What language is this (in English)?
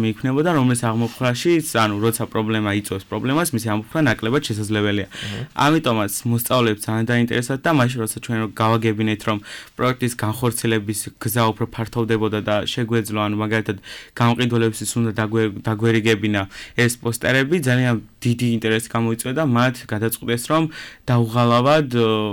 Georgian